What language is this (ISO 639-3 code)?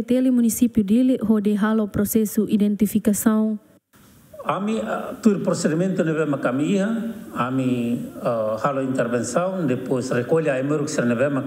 tet